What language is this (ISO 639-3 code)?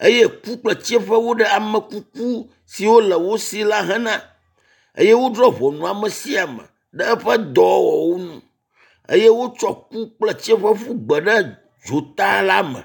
ewe